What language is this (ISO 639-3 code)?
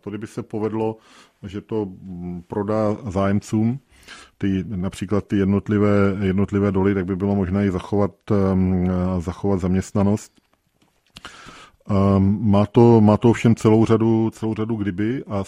ces